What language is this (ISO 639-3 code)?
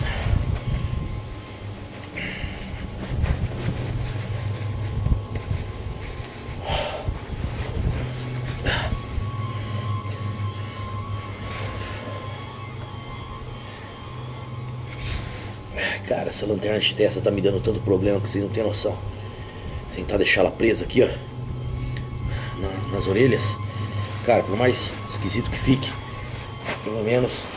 por